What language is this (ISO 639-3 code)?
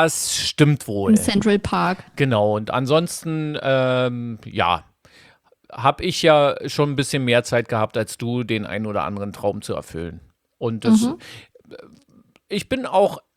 deu